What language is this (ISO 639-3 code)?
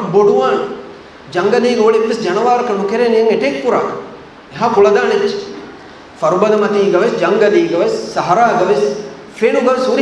div